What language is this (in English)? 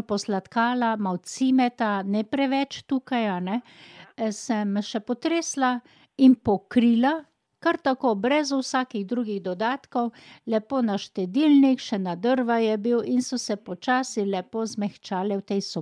Slovenian